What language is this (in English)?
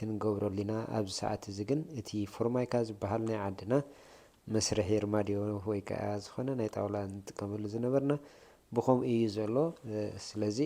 Tigrinya